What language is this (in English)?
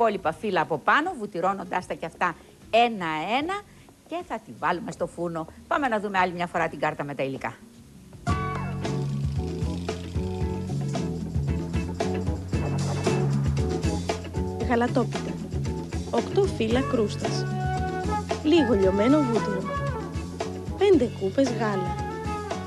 Greek